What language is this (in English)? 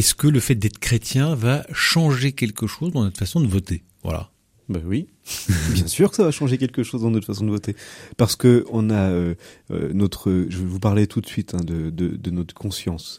French